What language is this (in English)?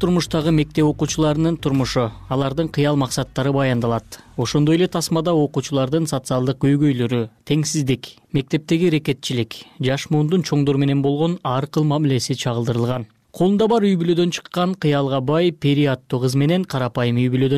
Kyrgyz